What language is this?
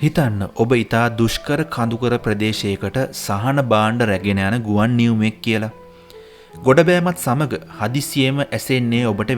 Sinhala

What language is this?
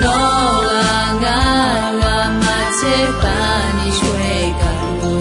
Akha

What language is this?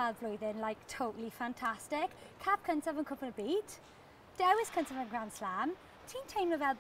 Welsh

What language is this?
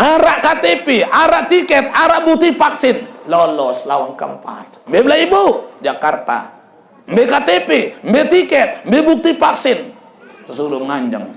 Sasak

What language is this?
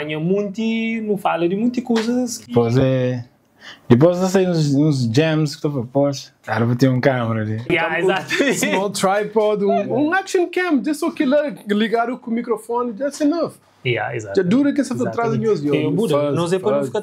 Kabuverdianu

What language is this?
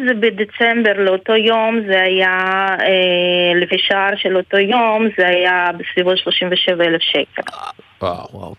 Hebrew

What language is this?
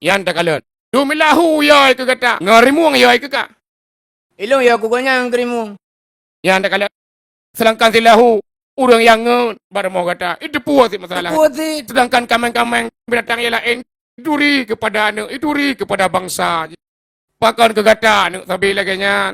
Achinese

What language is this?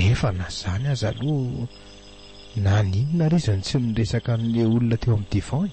Malagasy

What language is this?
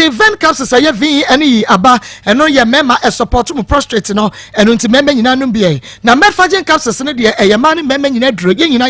Akan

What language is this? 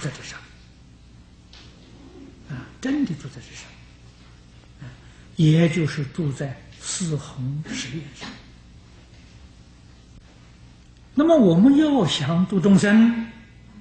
Chinese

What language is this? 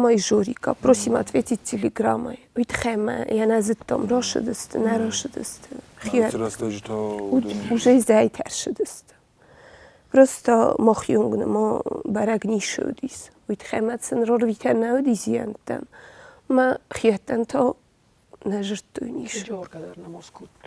Ossetic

